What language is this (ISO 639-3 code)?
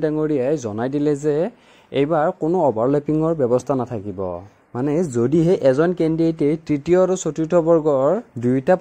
asm